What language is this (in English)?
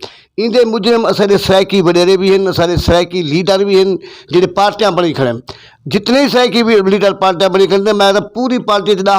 Saraiki